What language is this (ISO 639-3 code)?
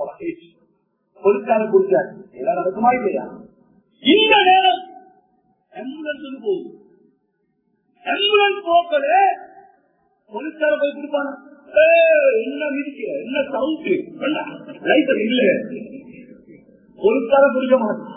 tam